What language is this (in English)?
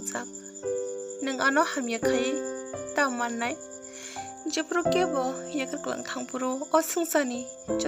Kok Borok